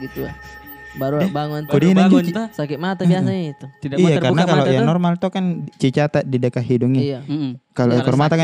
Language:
Makassar Malay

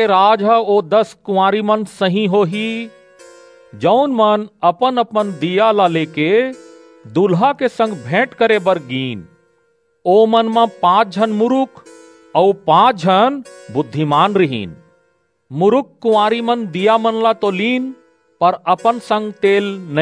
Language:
Chhattisgarhi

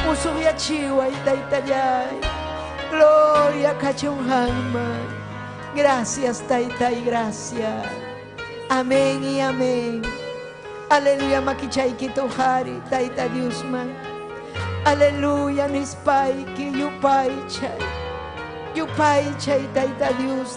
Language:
Ayacucho Quechua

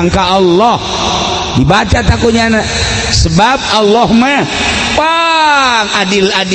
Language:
Sundanese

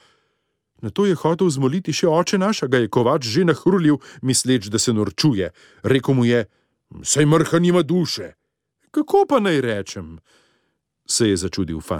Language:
Slovenian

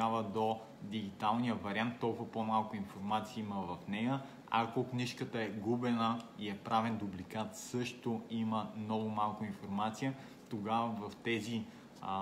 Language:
Bulgarian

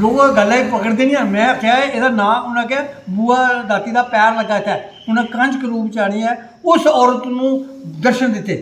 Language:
Dogri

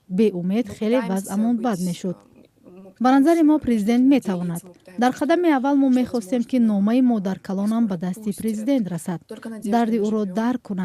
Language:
Tajik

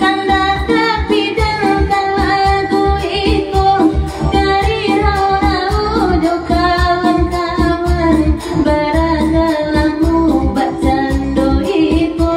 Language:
Minangkabau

